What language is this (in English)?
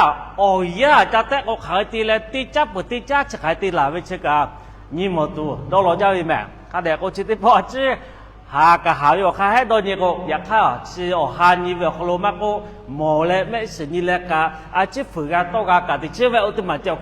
Lahu